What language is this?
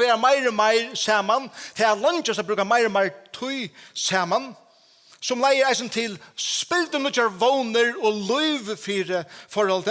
Faroese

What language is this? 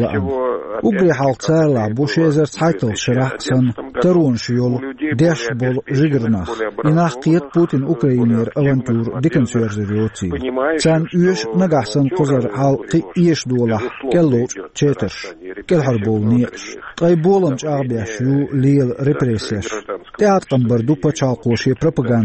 Chechen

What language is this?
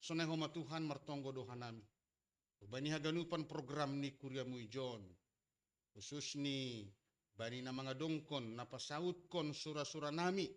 Batak Simalungun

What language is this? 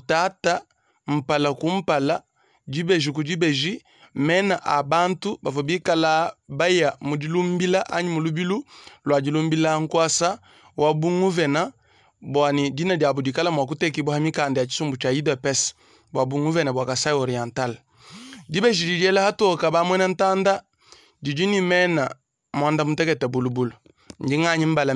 Luba-Lulua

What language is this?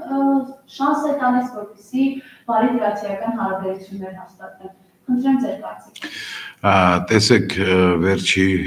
Armenian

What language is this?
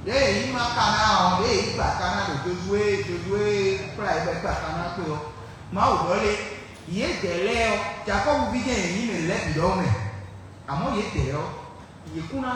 Fon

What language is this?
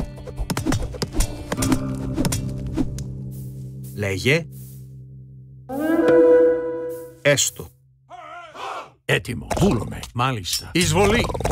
Greek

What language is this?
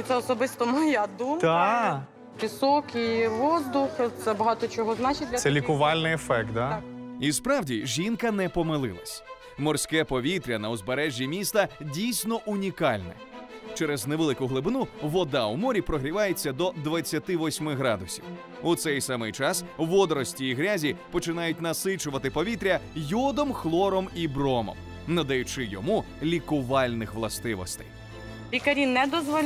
Ukrainian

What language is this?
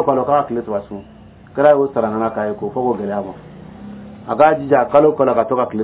Dyula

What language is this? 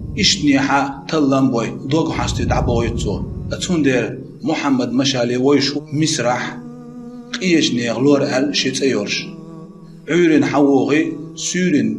Chechen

